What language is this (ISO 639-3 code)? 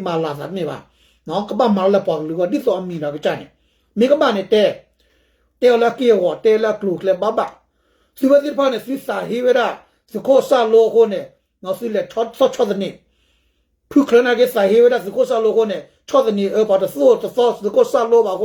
ksw